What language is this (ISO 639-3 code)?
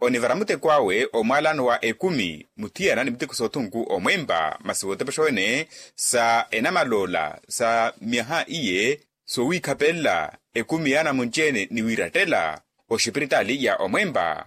vmw